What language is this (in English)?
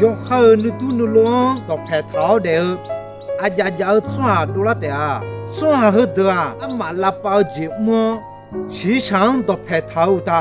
Akha